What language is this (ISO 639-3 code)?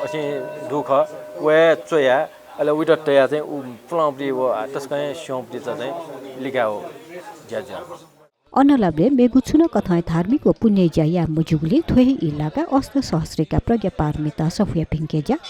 new